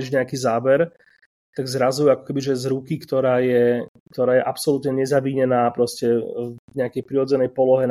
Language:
Slovak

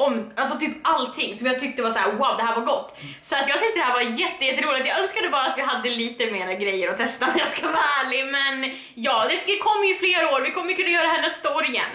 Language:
Swedish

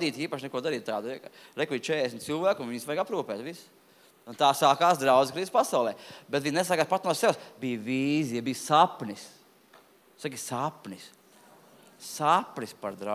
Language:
Latvian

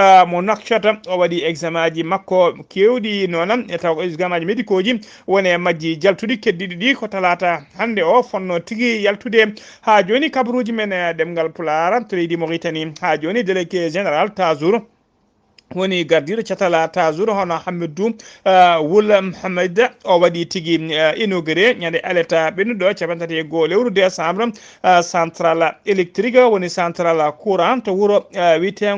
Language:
Fula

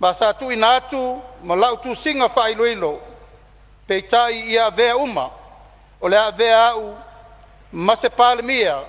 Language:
Samoan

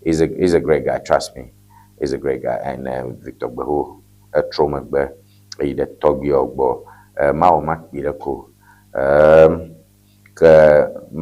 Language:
Ewe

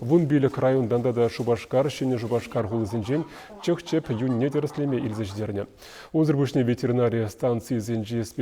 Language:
Chuvash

